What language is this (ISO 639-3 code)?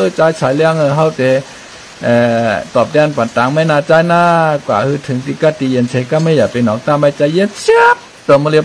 shn